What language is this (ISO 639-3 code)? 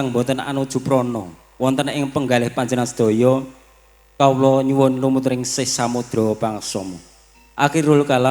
jav